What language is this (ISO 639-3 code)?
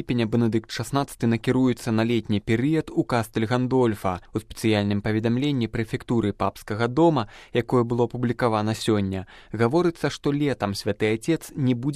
bel